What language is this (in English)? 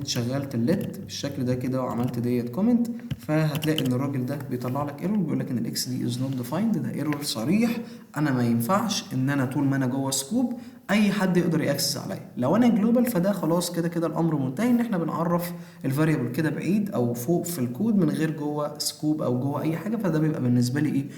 Egyptian Arabic